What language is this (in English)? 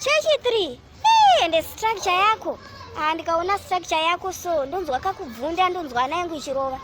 Shona